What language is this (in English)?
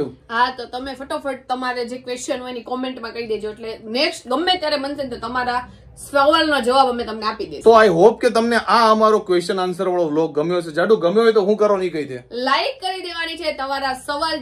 Gujarati